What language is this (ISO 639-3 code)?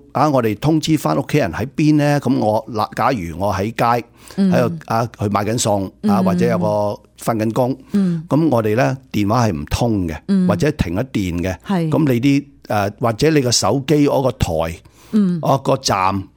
yue